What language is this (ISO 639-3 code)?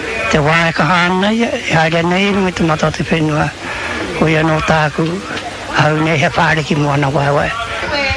mri